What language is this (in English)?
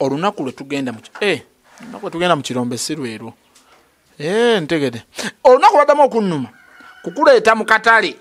Ganda